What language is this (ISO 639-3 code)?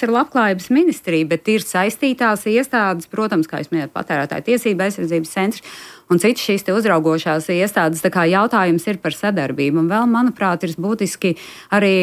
lav